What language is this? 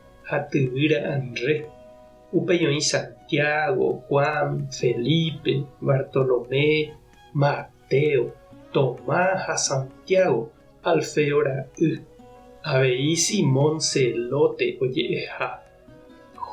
Guarani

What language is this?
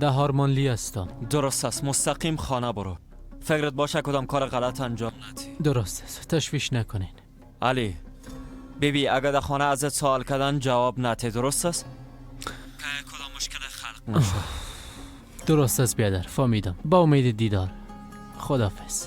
Persian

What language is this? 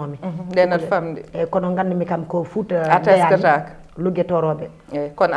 Fula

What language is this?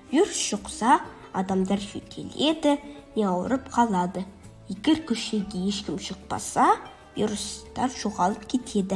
Kazakh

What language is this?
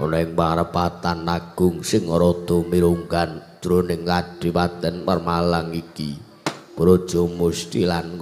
Javanese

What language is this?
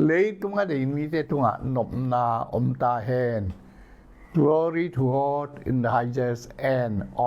Tedim Chin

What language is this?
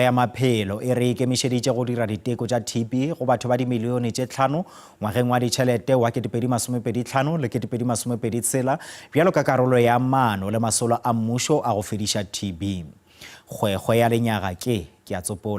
Northern Sotho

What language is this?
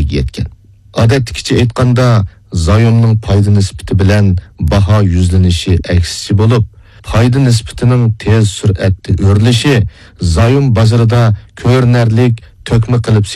Uyghur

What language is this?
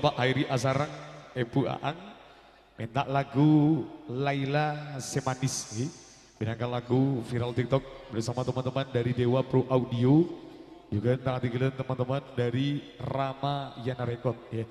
Madurese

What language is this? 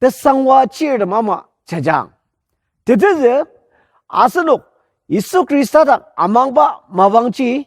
Ao Naga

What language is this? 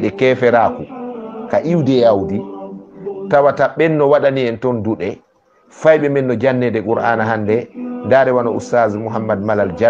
Fula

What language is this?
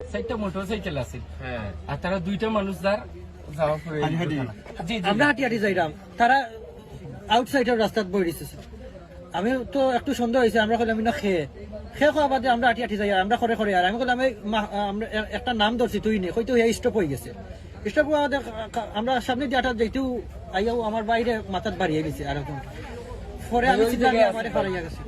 Sylheti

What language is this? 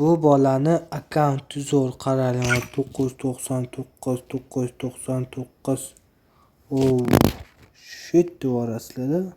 Uzbek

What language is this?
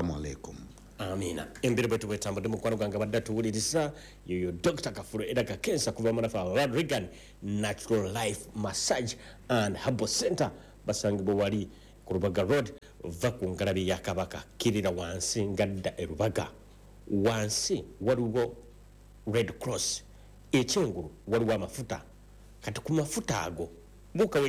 Ganda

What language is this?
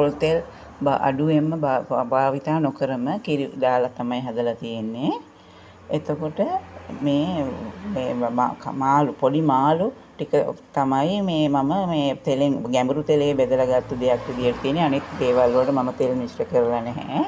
Sinhala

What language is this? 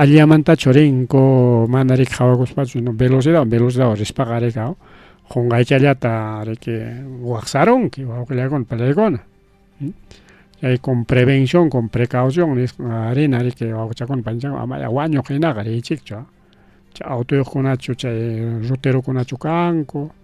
Ayacucho Quechua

